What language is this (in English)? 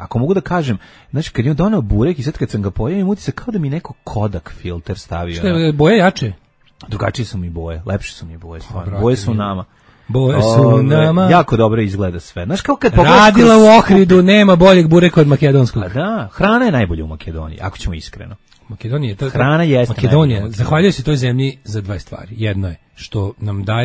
Serbian